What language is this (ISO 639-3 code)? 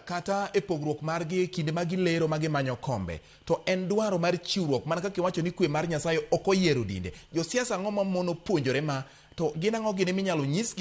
luo